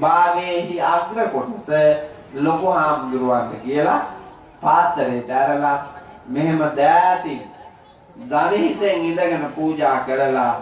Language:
Sinhala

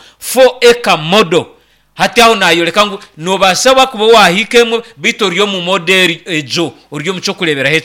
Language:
Nyankole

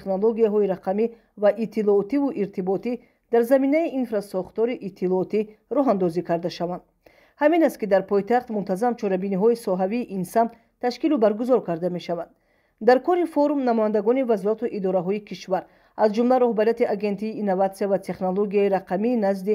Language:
Tajik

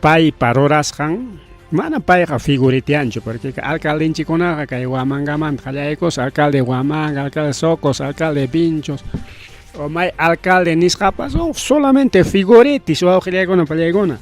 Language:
Ayacucho Quechua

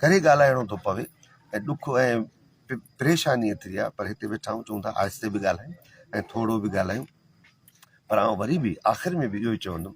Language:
Sindhi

